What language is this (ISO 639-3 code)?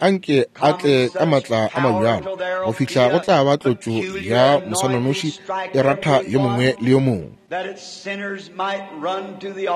nso